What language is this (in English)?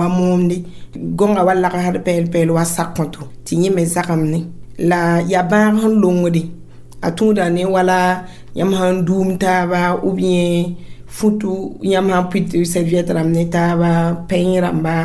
Mossi